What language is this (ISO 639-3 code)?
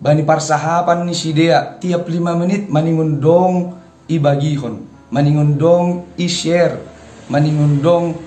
bts